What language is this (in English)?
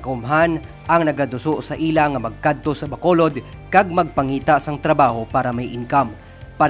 Hiligaynon